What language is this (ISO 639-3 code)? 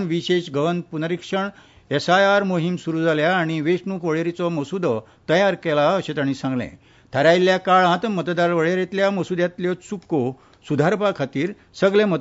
kok